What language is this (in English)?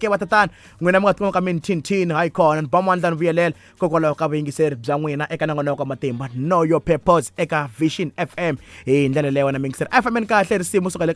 Tsonga